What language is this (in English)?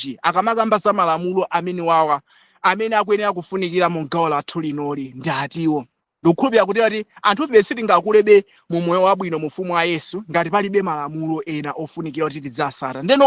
Nyanja